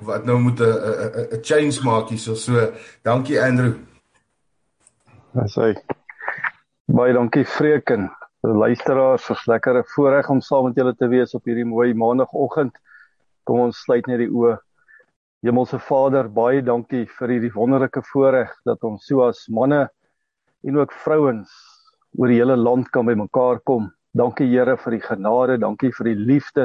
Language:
Afrikaans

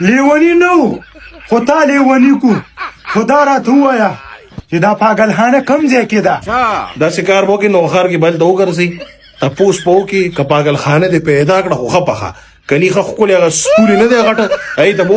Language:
Pashto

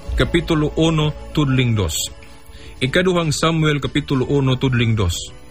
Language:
Cebuano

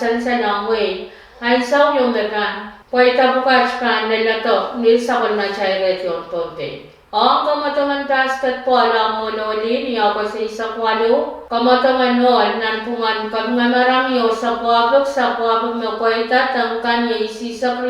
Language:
Pohnpeian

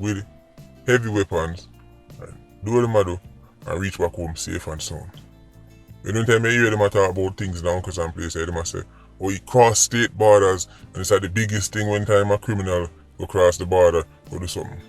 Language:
Jamaican Creole English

